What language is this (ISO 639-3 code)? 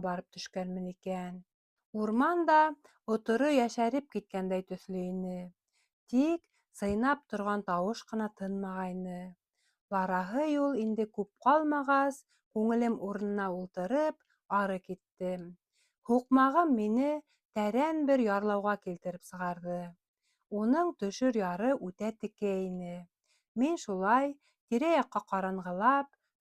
bak